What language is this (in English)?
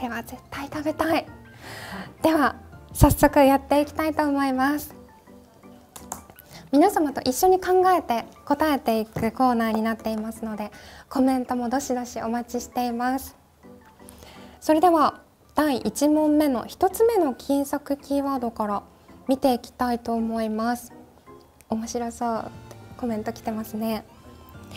Japanese